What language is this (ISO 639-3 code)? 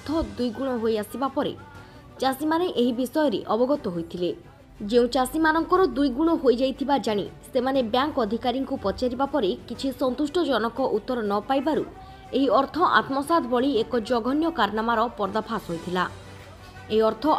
ori